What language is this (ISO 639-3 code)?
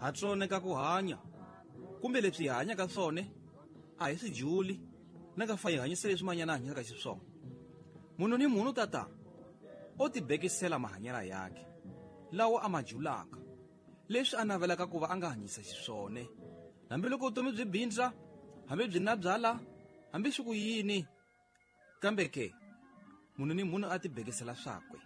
tso